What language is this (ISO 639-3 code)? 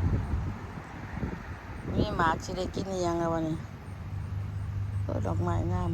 lao